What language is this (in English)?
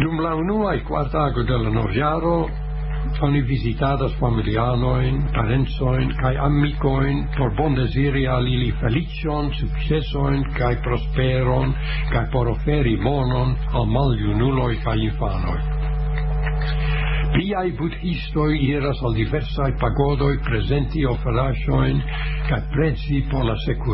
Esperanto